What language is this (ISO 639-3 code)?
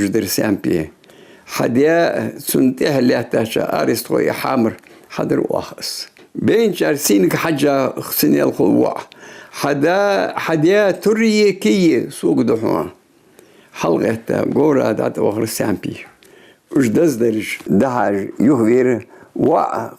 inh